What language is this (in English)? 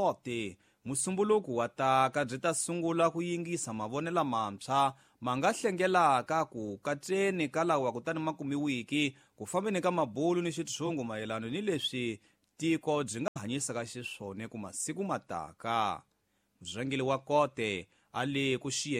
Tsonga